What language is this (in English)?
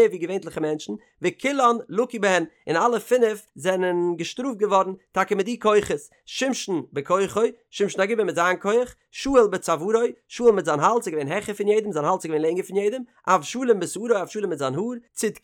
Yiddish